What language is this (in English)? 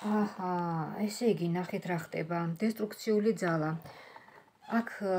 Georgian